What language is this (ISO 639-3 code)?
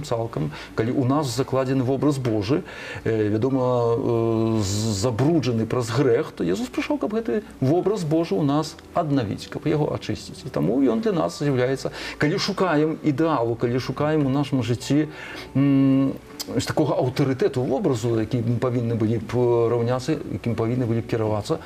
bel